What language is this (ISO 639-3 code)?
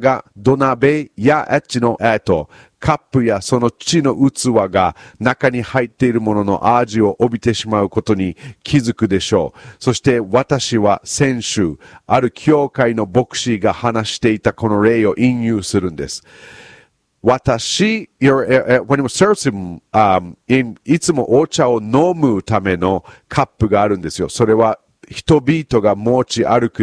jpn